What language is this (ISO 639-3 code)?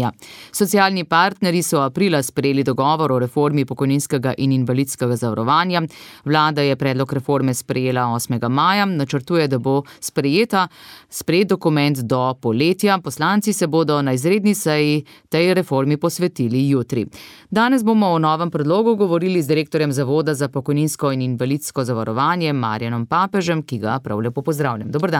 slv